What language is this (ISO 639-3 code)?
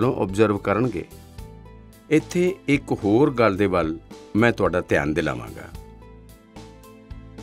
pan